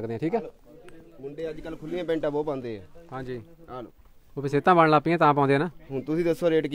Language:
Punjabi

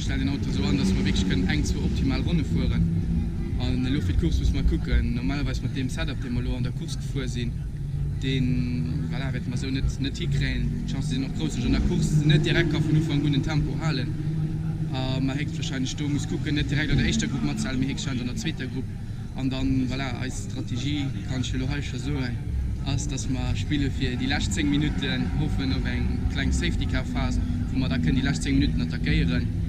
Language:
Luxembourgish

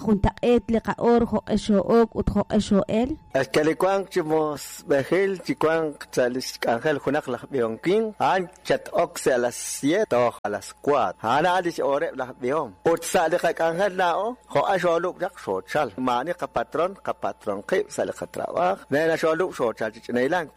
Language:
Kekchí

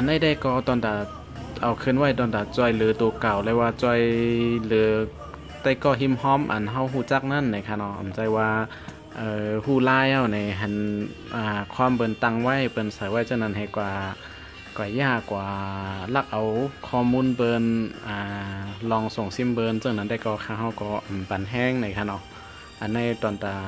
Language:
Shan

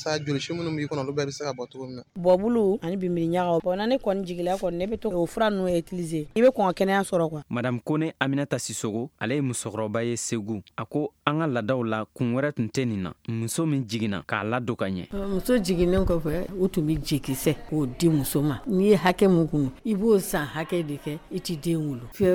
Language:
Bambara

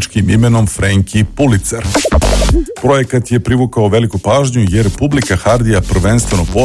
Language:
Serbian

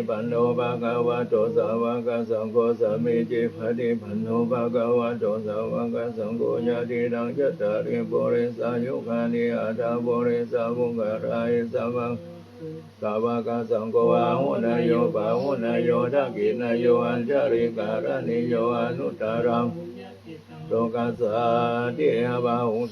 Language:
Pali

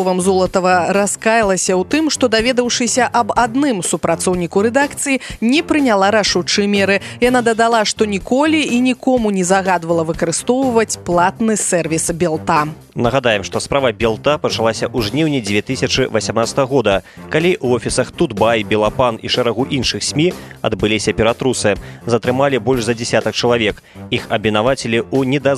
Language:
Belarusian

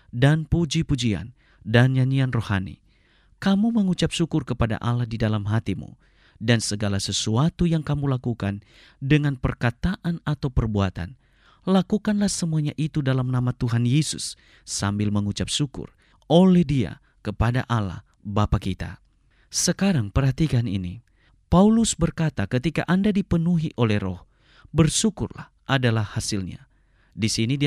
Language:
Indonesian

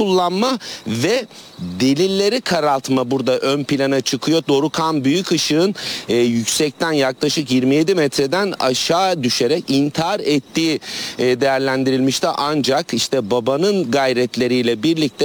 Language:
Turkish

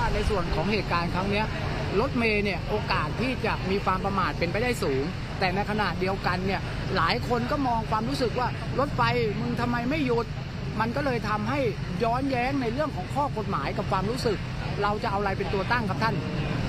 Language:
Thai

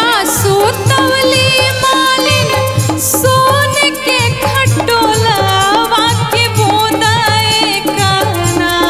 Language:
Bhojpuri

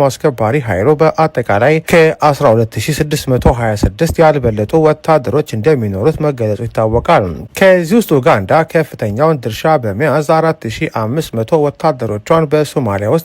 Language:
Amharic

